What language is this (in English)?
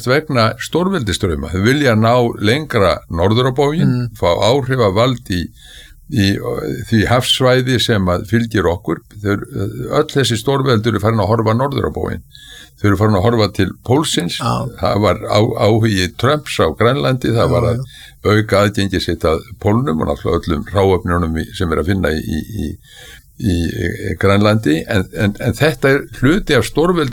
Icelandic